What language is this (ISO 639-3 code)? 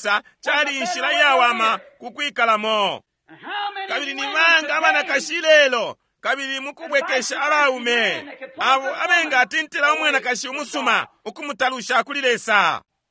bem